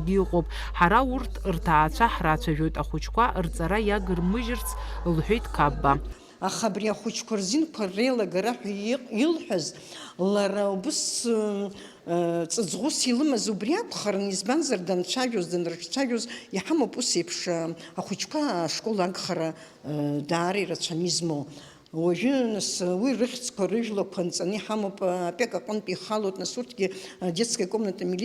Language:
Abkhazian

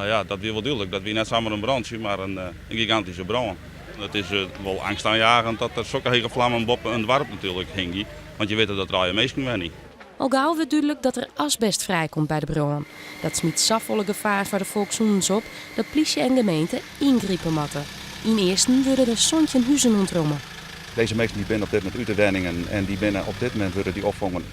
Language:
Western Frisian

